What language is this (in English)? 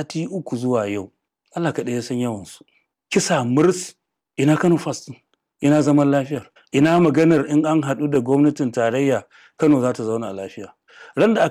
Hausa